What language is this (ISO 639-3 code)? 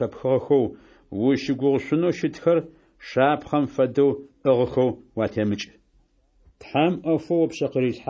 ady